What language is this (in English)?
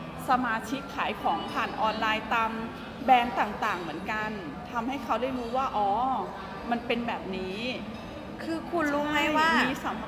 Thai